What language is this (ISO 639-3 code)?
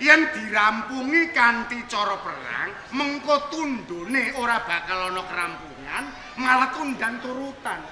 jav